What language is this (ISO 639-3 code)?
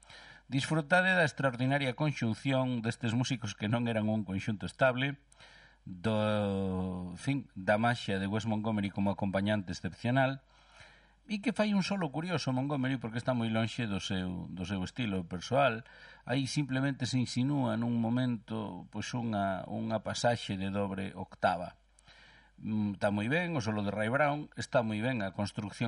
glg